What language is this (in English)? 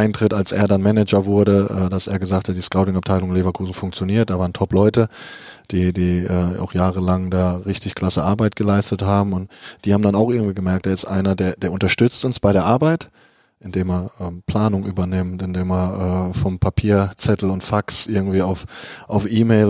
German